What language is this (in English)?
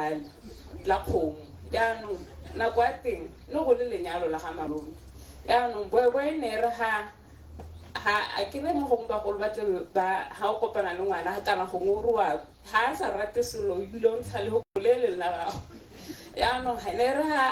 Tswana